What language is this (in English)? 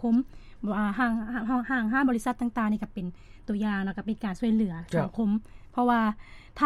Lao